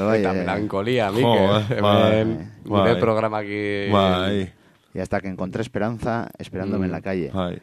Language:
Basque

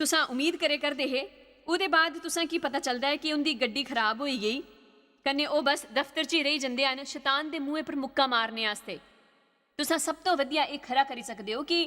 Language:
Dogri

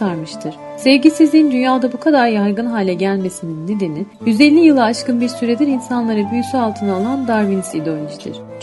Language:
Turkish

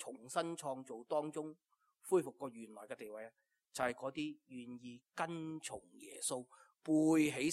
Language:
Cantonese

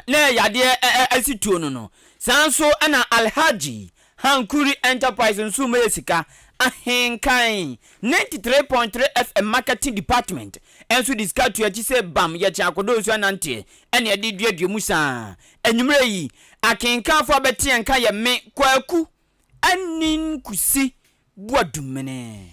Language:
Akan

